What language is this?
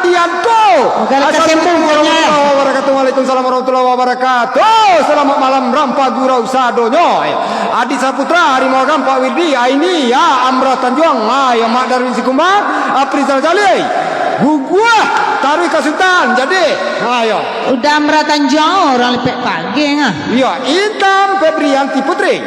Minangkabau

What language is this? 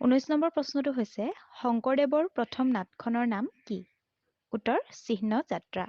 Assamese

